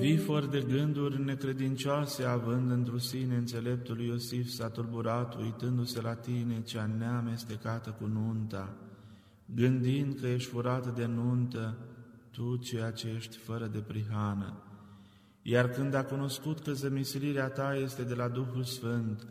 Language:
Romanian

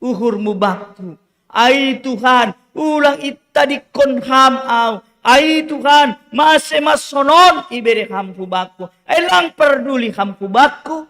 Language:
Batak Simalungun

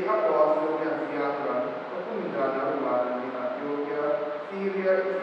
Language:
Papiamento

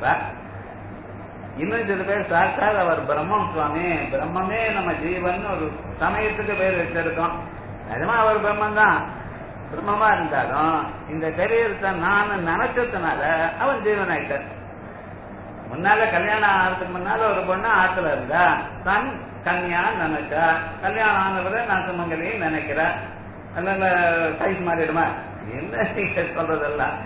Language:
Tamil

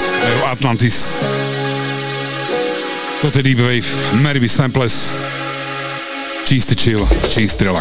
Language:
Slovak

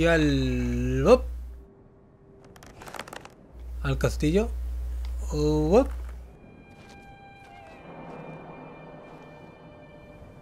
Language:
Spanish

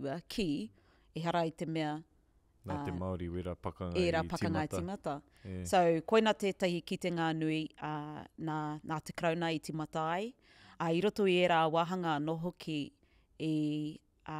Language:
Māori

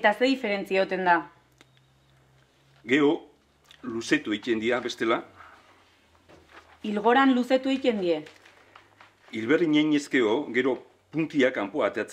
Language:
Basque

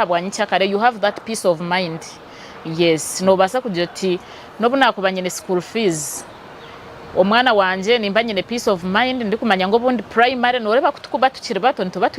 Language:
Nyankole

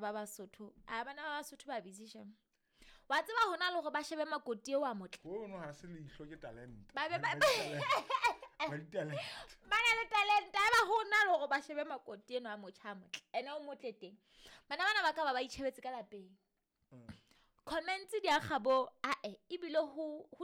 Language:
Southern Sotho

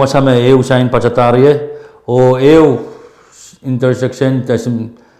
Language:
Pohnpeian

